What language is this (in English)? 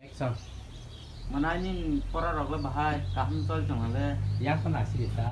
Kok Borok